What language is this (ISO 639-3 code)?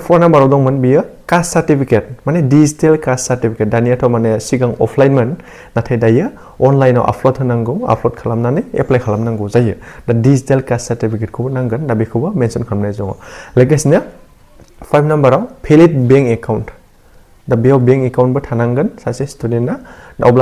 brx